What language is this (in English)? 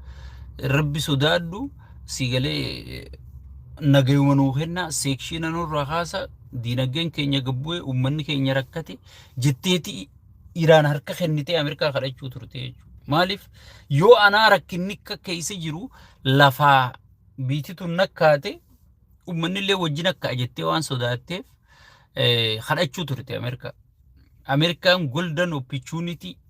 Oromo